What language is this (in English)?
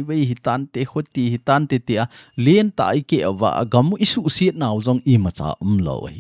Thado Chin